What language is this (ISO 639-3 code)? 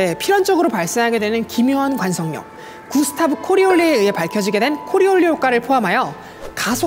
kor